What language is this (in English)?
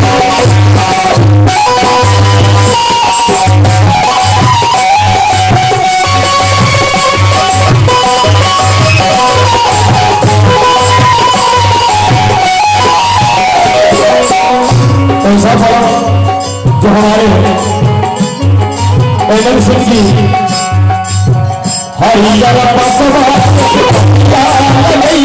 Bhojpuri